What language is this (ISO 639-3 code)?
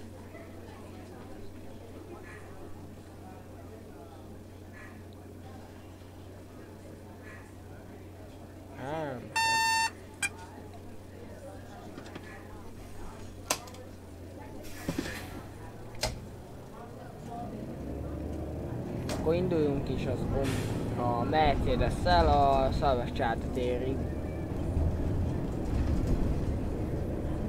hun